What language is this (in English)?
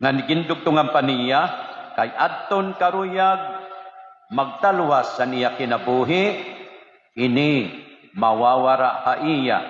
Waray